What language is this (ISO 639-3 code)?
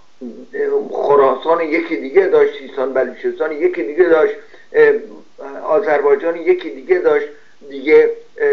fas